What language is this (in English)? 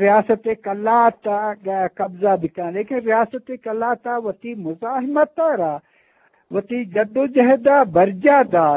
Eastern Balochi